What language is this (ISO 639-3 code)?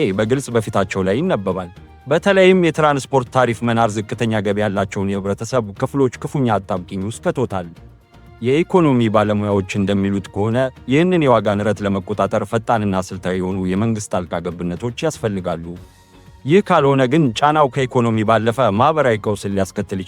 amh